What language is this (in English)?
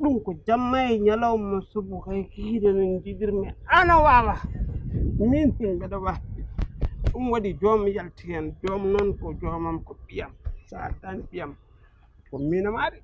Fula